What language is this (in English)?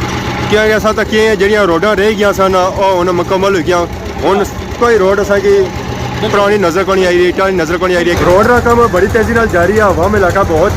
Pahari-Potwari